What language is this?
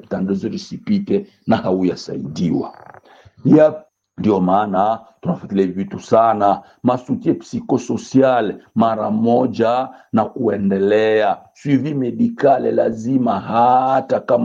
Swahili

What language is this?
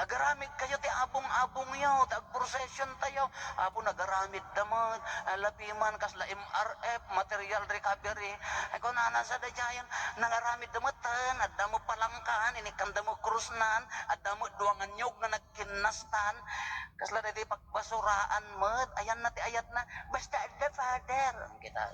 Iloko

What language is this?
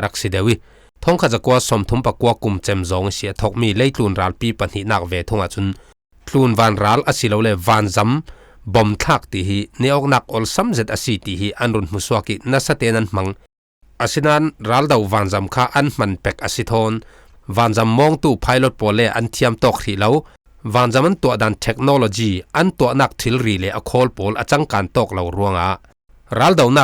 Falam Chin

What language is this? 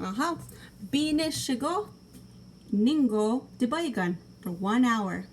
Chippewa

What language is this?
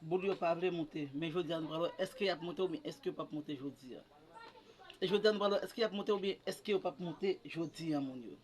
Haitian Creole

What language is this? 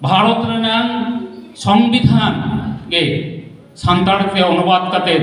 Santali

